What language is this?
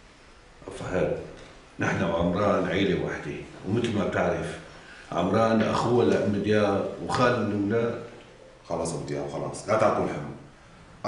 North Levantine Arabic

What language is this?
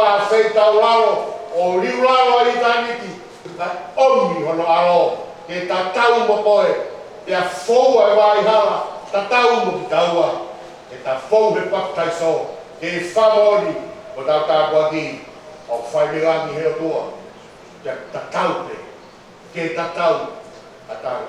Tongan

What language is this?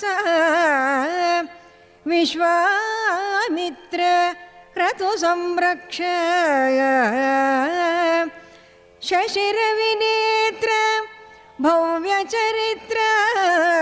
Kannada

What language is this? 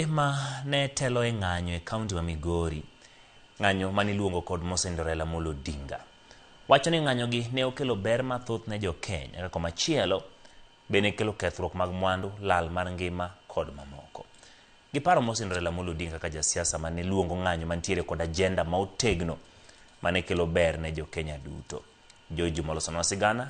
Luo (Kenya and Tanzania)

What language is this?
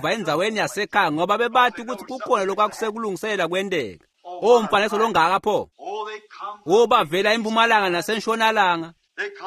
Swati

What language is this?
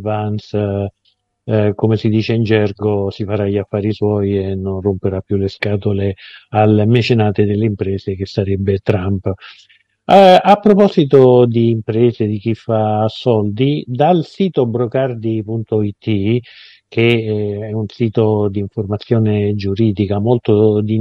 Italian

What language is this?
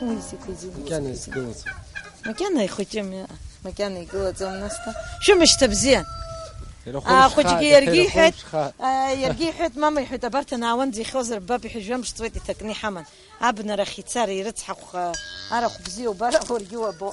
Abkhazian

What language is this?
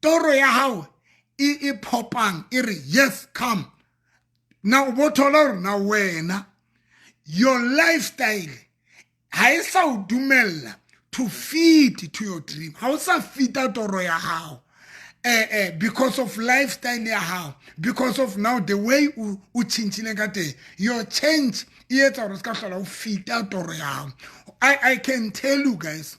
Southern Sotho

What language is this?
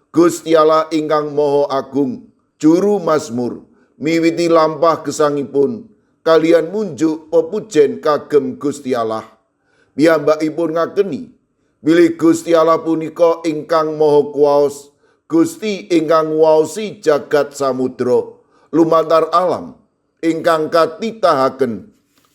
Javanese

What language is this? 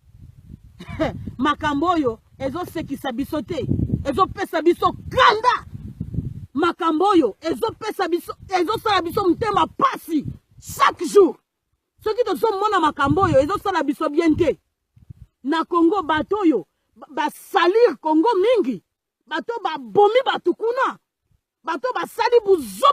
Lingala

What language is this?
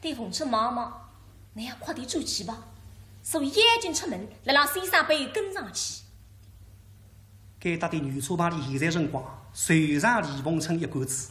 Wu Chinese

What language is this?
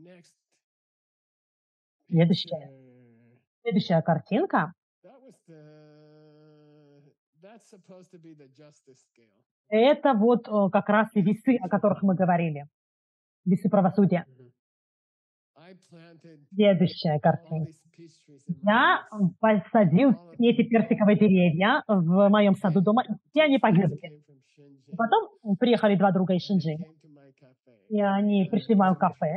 Russian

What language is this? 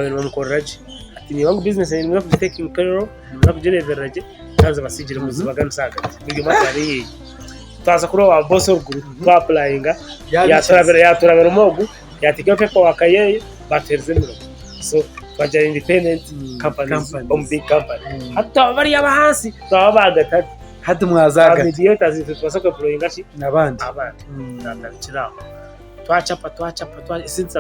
Nyankole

